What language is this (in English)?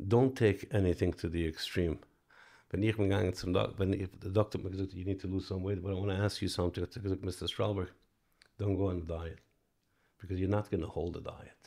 Yiddish